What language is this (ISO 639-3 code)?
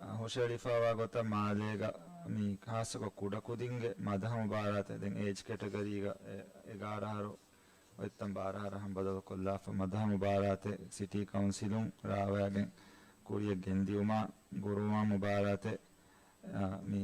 div